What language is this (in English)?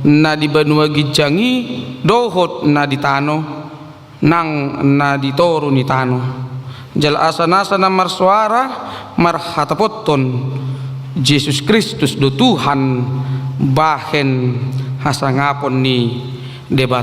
Batak Toba